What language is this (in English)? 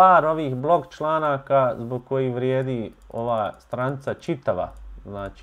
Bosnian